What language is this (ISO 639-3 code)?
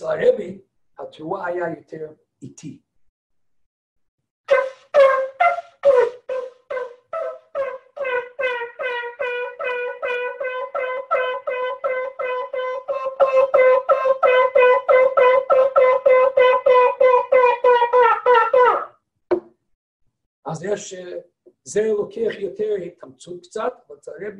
heb